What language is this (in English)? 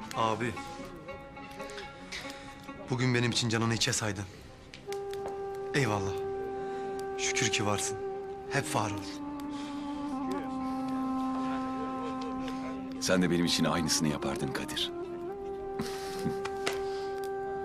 Turkish